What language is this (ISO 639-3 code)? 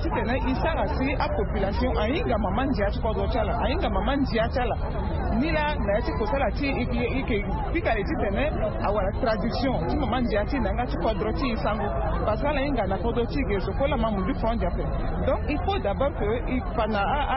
sag